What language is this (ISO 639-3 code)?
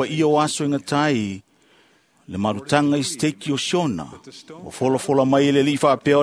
smo